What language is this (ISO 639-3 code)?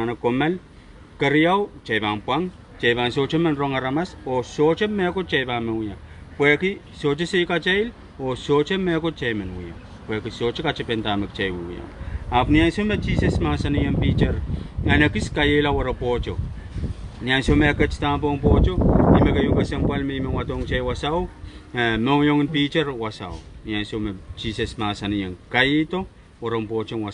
pon